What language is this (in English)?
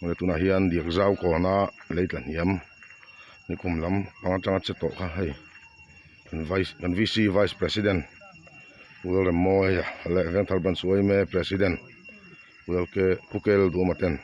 Mizo